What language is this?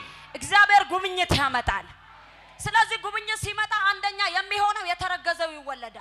Amharic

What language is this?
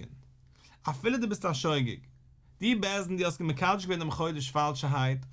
Yiddish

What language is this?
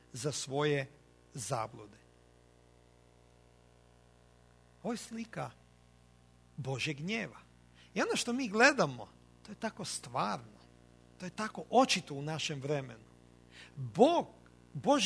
Croatian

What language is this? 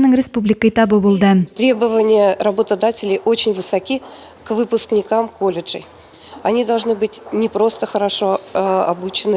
Tatar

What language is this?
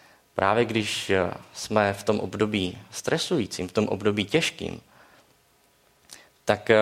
Czech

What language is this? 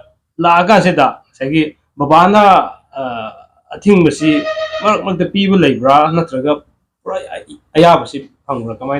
Manipuri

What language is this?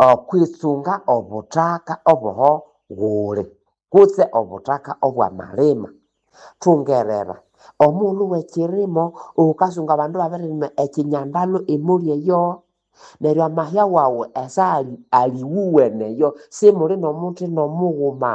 Nande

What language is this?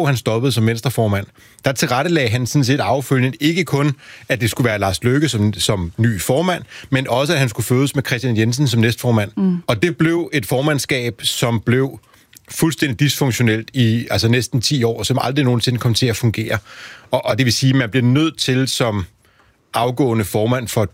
Danish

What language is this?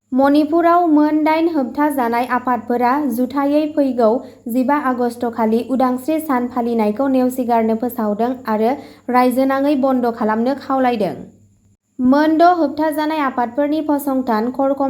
Bodo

